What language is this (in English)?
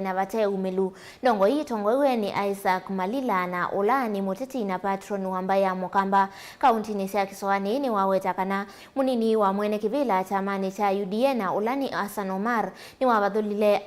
Kamba